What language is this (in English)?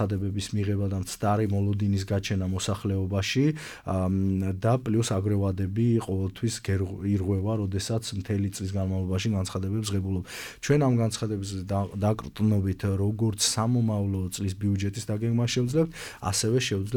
Georgian